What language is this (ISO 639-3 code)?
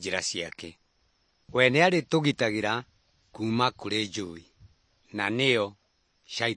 kik